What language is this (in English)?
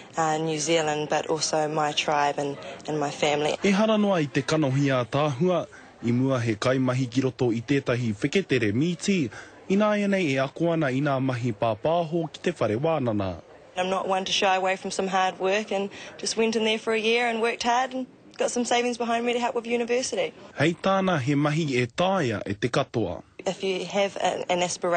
Māori